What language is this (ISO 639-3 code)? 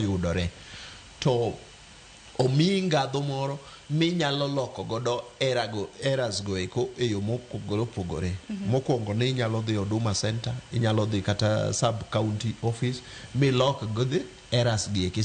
luo